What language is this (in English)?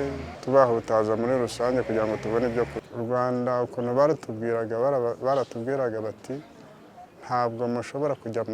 Kinyarwanda